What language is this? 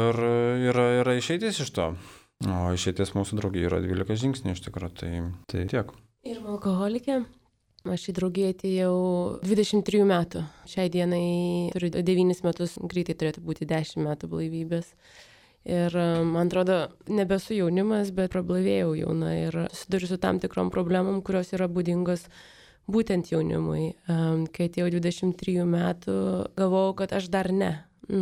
Lithuanian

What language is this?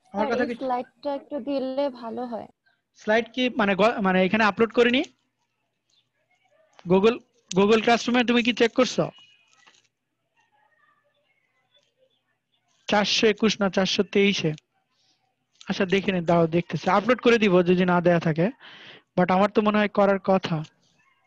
Bangla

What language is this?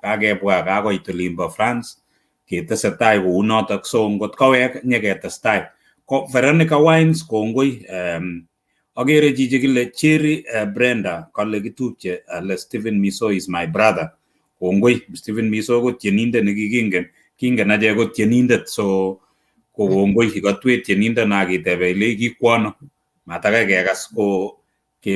Kalenjin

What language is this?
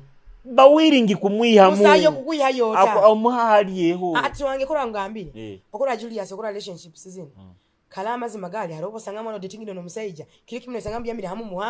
Nyoro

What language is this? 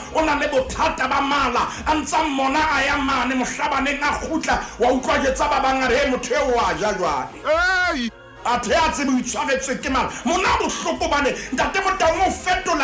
Southern Sotho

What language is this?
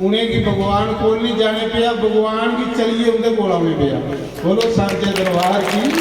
Dogri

